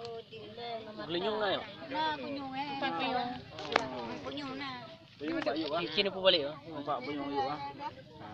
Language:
Achinese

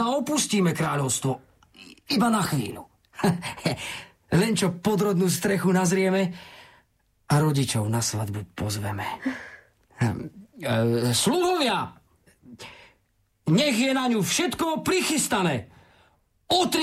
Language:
Slovak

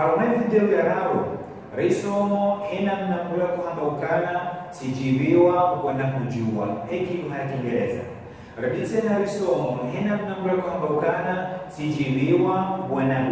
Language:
Ngazidja Comorian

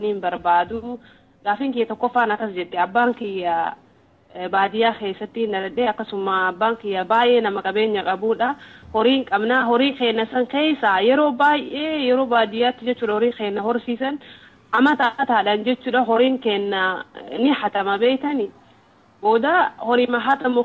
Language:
Oromo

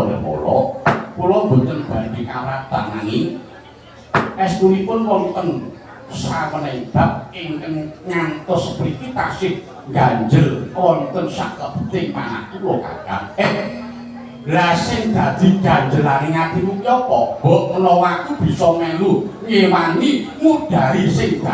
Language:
Javanese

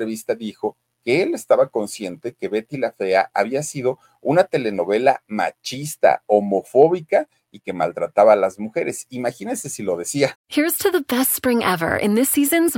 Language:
Spanish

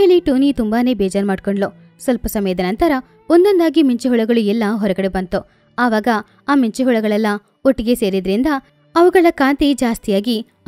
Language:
Kannada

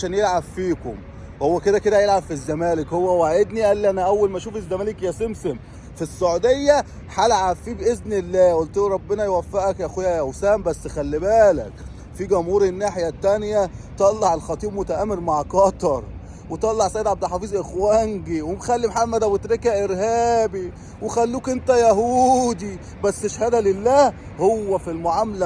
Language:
Egyptian Arabic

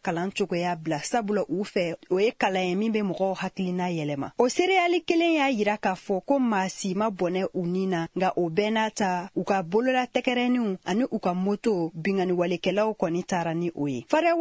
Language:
Bambara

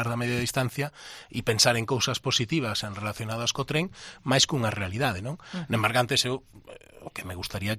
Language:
Galician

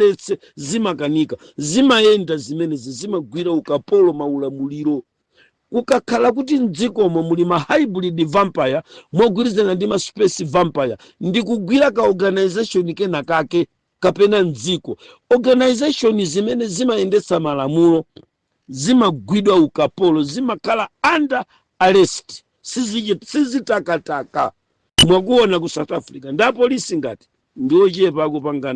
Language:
Nyanja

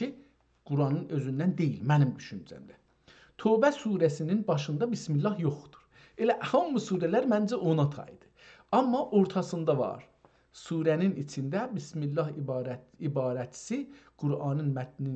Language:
South Azerbaijani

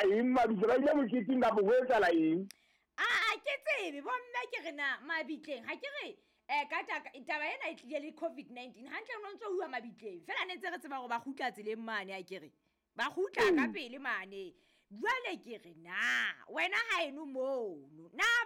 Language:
Southern Sotho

